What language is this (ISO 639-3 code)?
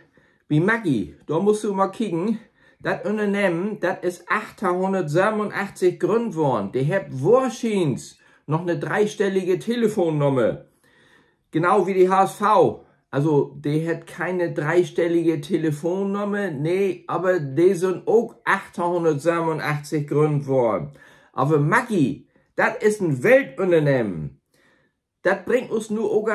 nds